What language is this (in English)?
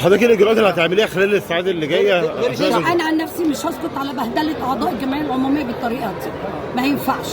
Egyptian Arabic